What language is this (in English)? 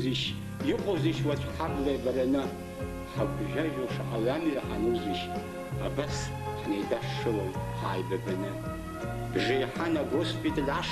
Abkhazian